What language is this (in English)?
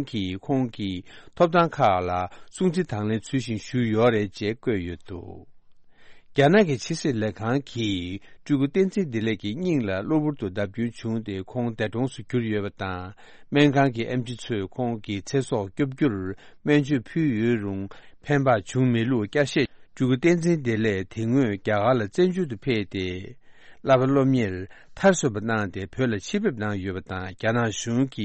Tibetan